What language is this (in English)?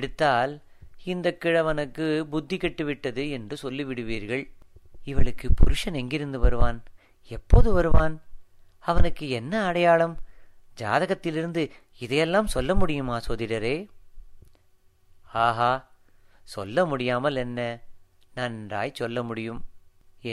Tamil